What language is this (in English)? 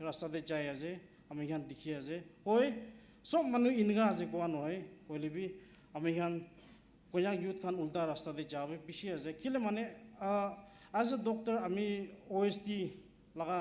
Naga Pidgin